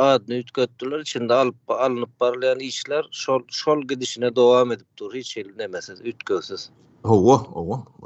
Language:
Turkmen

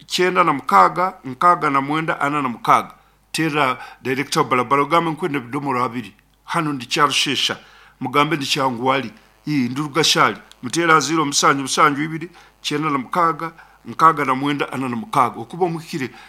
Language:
Nyankole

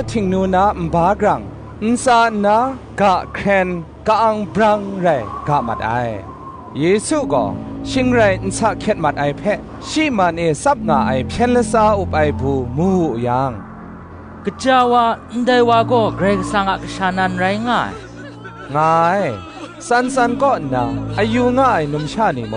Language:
Kachin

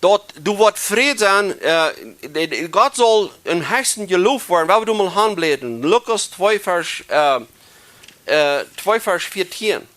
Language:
Plautdietsch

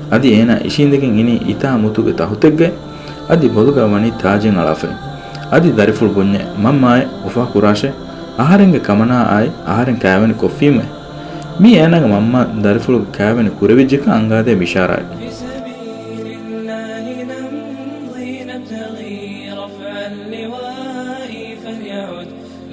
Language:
Divehi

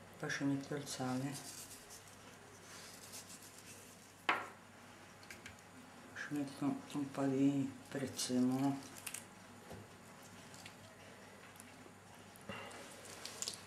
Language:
Italian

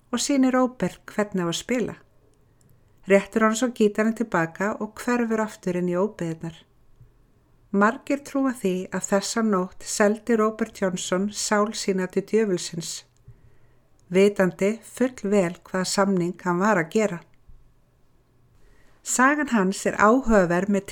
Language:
Icelandic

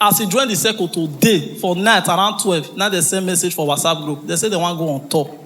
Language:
Nigerian Pidgin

